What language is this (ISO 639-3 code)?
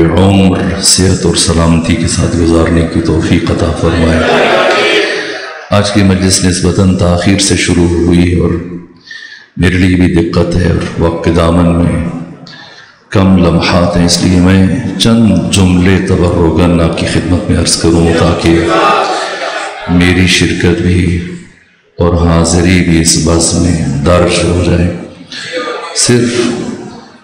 urd